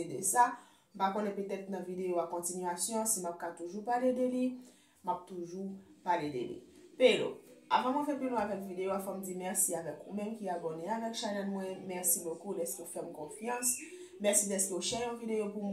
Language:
Haitian Creole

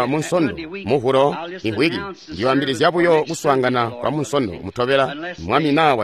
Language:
Tonga (Zambia)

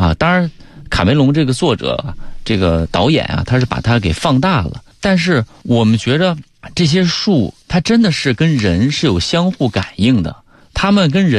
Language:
Chinese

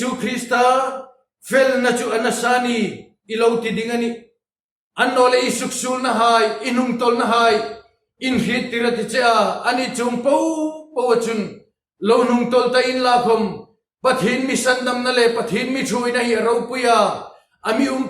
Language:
Hmar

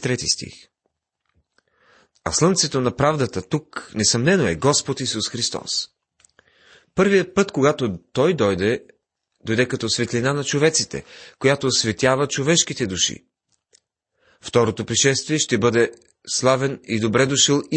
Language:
Bulgarian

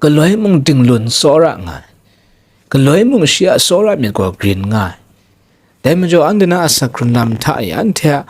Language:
Kachin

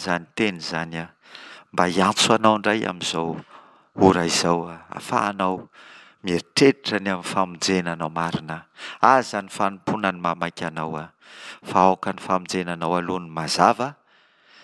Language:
Malagasy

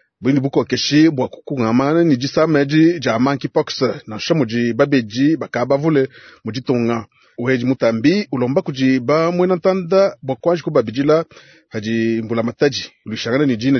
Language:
Luba-Lulua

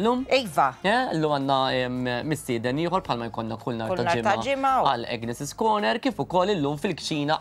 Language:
Maltese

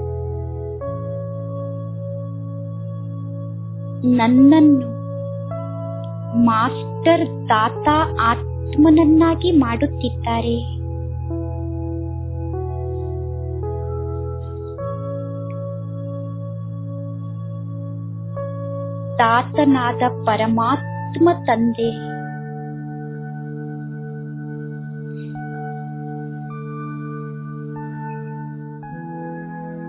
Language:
Kannada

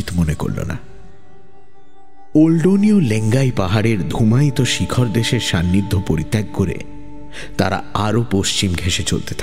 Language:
Bangla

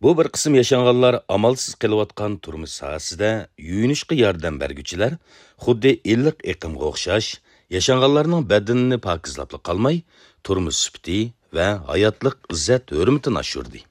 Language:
Uyghur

